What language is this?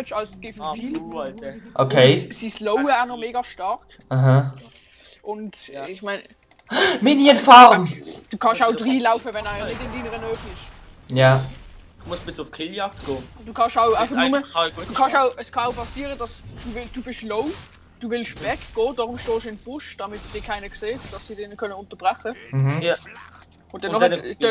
Swiss German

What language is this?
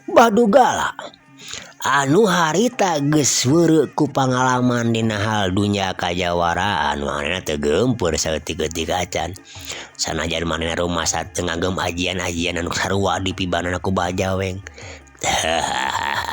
Sundanese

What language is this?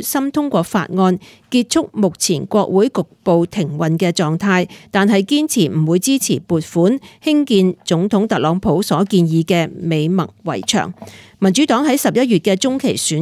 Cantonese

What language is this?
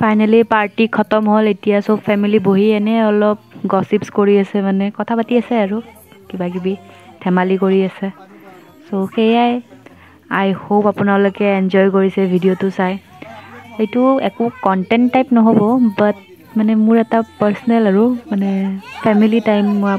Assamese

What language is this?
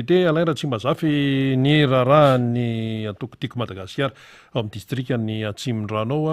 Malagasy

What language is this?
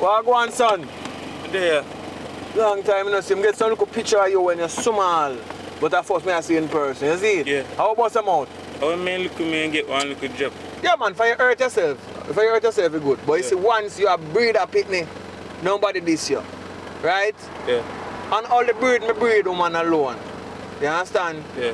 Jamaican Creole English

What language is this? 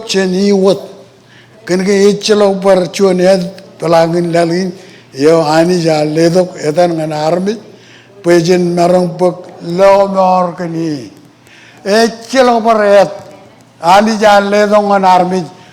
Marshallese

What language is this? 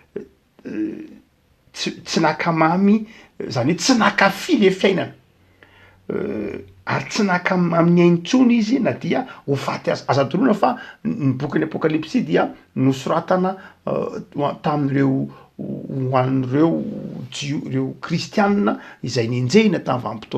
Malagasy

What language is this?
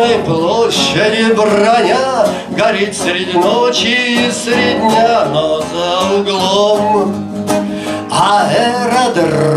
Russian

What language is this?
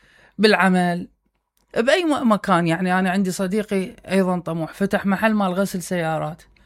Mesopotamian Arabic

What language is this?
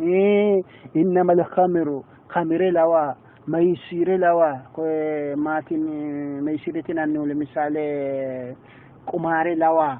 Sidamo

